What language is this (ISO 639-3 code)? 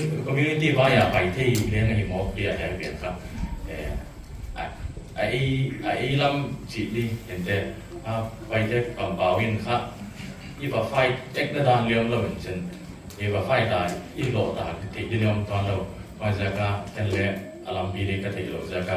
pck